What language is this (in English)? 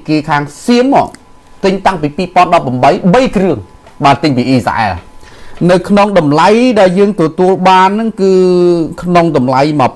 Khmer